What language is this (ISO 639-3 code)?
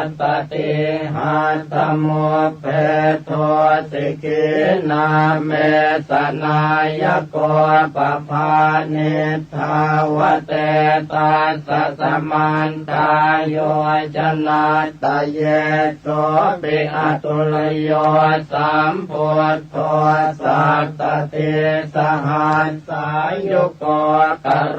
pli